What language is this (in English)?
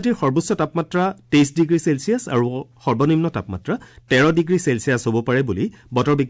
Assamese